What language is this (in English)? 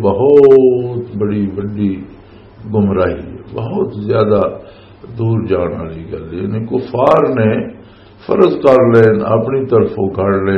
Western Panjabi